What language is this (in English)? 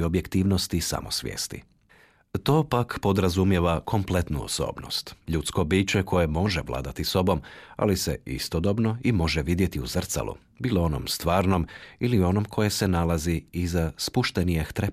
Croatian